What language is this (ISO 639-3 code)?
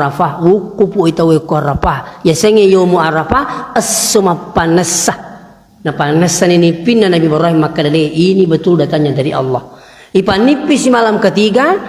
bug